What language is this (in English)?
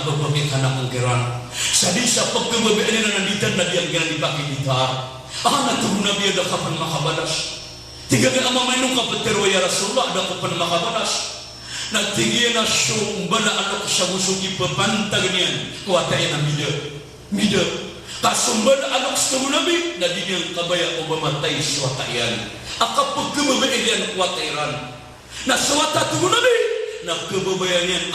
Maranao